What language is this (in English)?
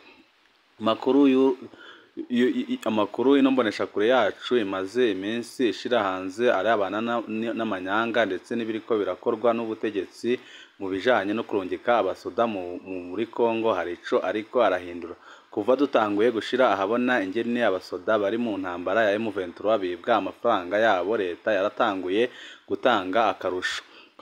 Rundi